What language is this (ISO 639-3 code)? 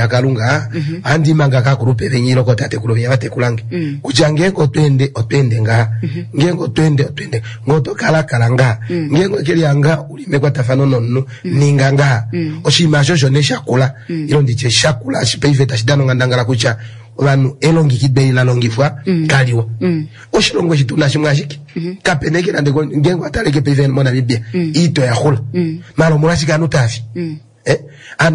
kua